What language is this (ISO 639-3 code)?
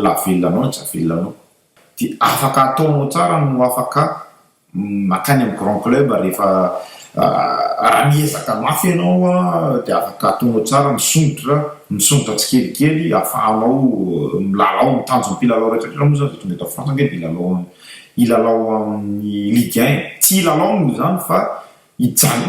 mlg